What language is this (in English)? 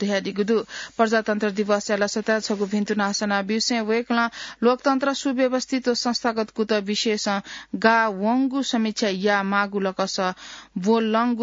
Newari